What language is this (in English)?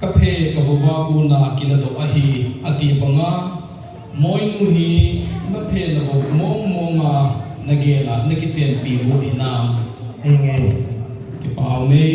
Thado Chin